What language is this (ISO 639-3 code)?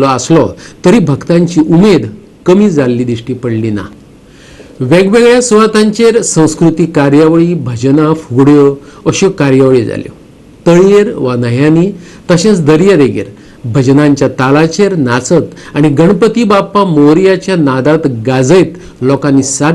kok